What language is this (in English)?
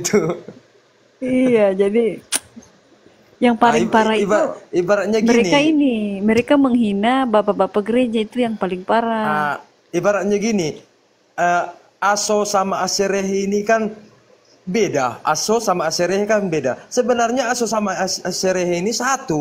Indonesian